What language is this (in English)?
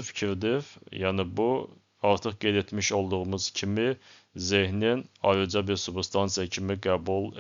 Azerbaijani